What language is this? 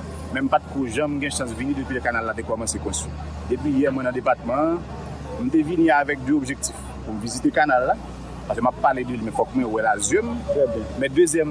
Haitian Creole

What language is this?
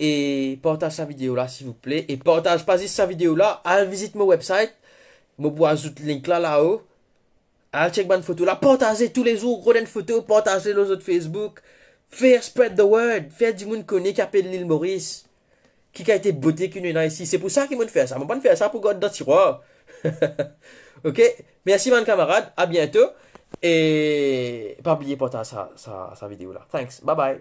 Morisyen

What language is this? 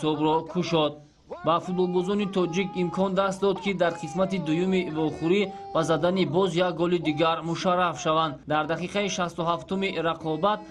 Tajik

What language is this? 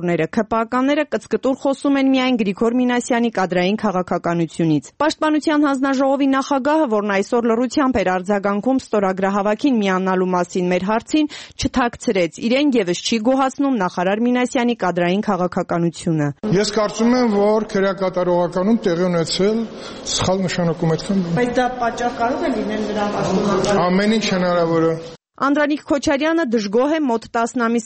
Armenian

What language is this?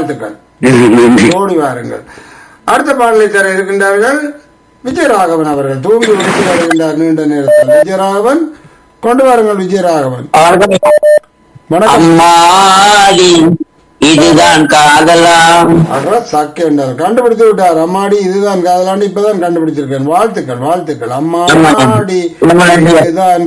Tamil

